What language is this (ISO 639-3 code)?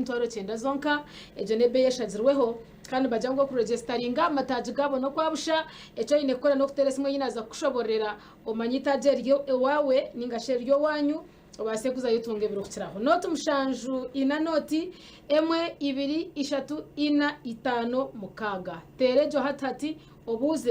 nyn